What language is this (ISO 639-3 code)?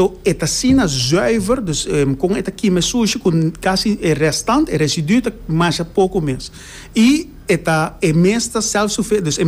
pap